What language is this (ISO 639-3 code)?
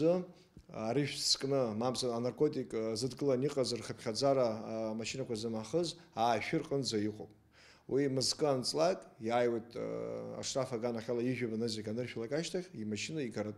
abk